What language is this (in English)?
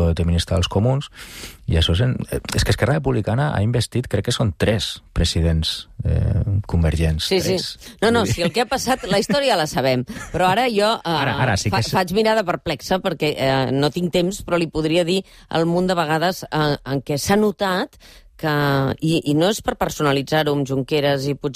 Catalan